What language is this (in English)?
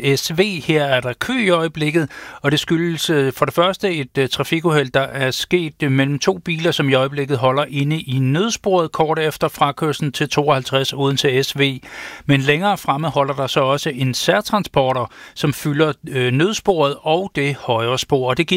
Danish